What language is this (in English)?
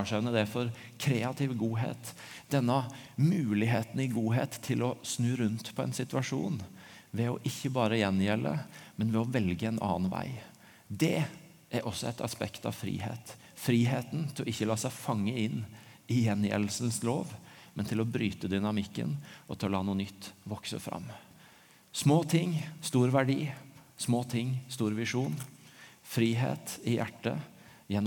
Norwegian